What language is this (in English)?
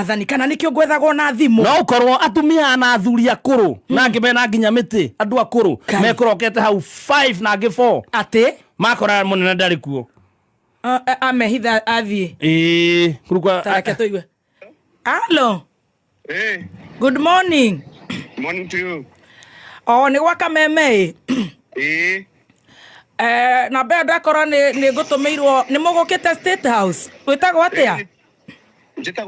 Kikuyu